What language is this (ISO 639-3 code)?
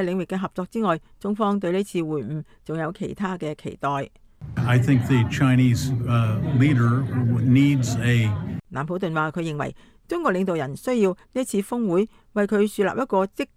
yue